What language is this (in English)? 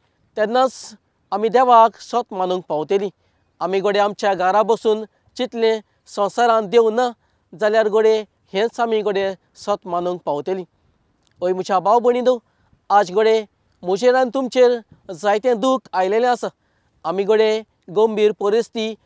Konkani